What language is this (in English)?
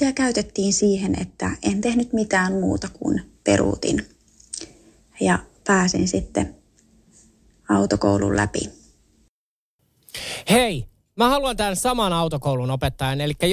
Finnish